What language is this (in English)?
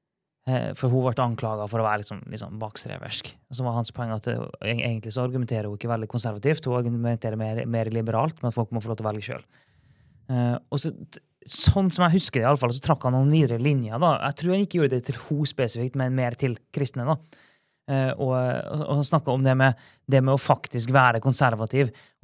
Norwegian